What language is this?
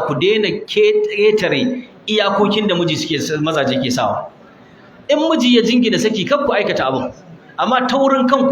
Hausa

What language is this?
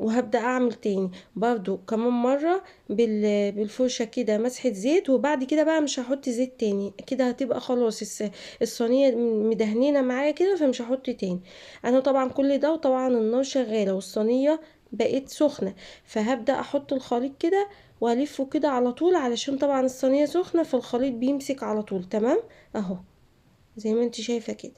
Egyptian Arabic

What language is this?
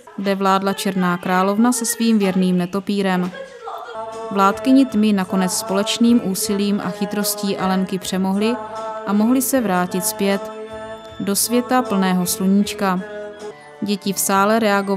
Czech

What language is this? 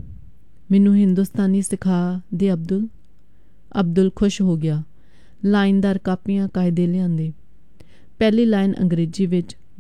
Punjabi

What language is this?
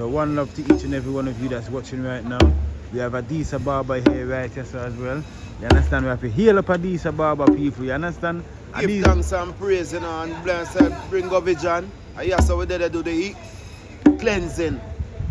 Jamaican Creole English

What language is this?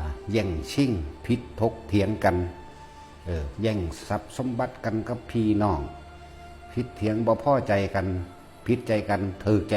Lao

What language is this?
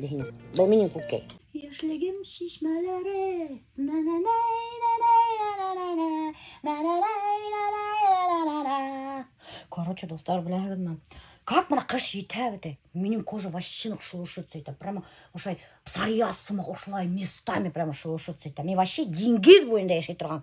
Bashkir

